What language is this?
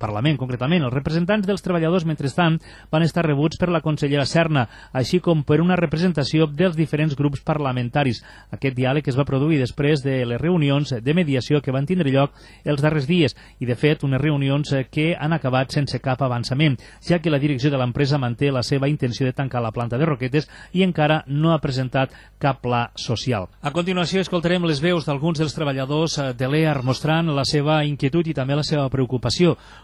Catalan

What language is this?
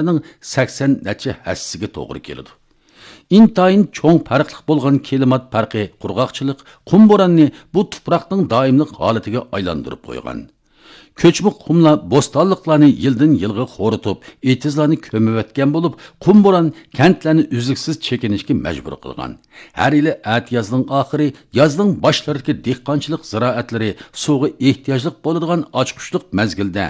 Uyghur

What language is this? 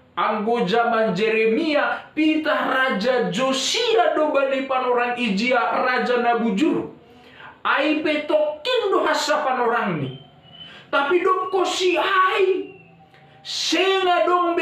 Batak Simalungun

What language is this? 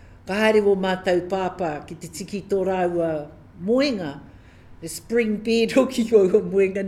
Māori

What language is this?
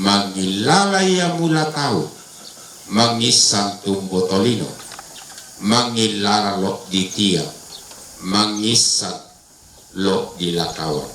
Toraja-Sa'dan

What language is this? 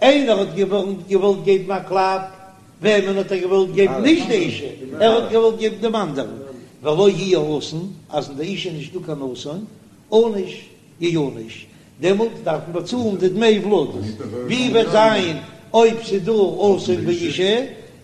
Yiddish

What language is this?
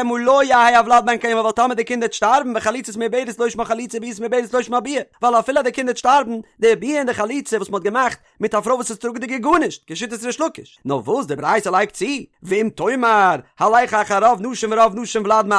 Yiddish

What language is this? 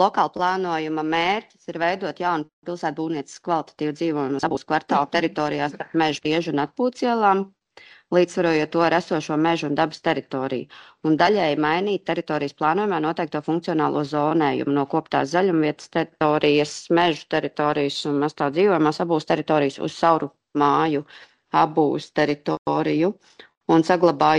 Latvian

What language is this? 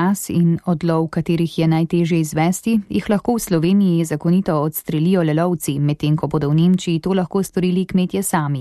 Slovenian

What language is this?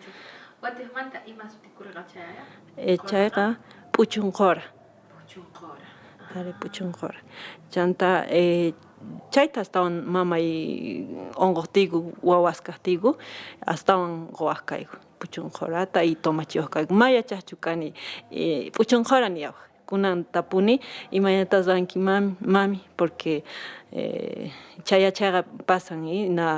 Quechua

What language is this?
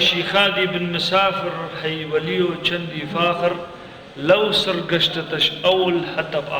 Kurdish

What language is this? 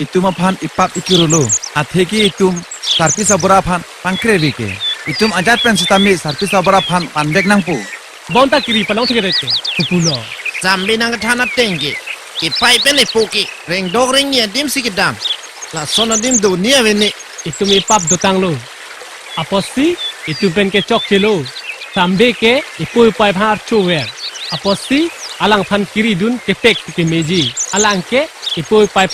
Karbi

